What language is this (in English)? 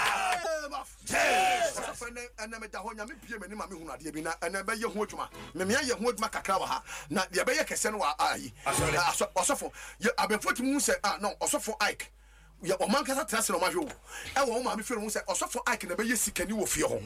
Akan